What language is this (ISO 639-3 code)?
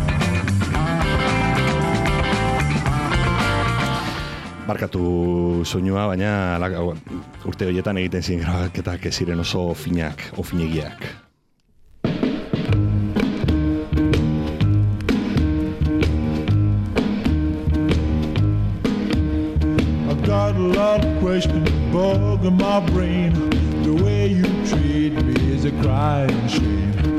eus